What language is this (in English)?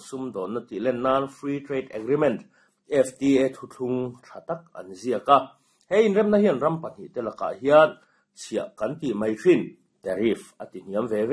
Mizo